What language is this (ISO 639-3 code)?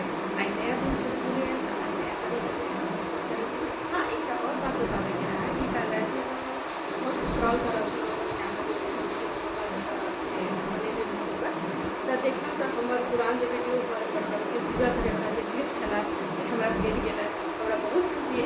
mai